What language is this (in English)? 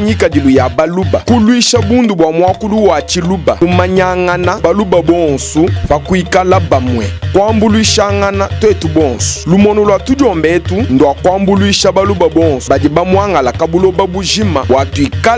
Luba-Lulua